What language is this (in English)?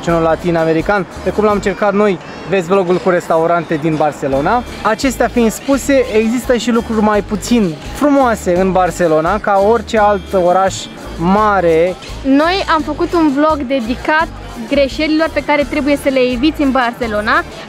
Romanian